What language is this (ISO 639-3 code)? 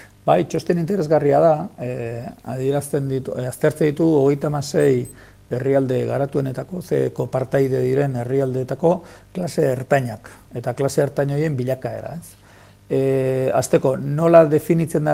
eus